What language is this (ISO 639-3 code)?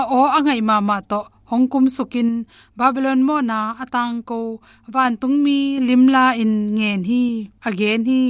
ctd